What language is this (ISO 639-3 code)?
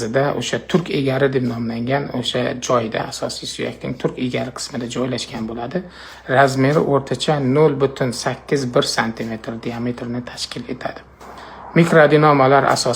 uzb